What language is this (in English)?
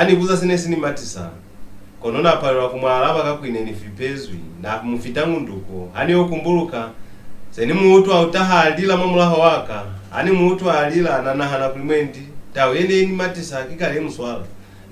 Lozi